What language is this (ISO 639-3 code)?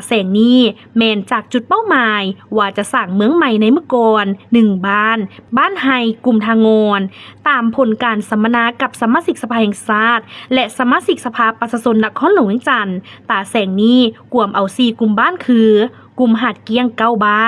lao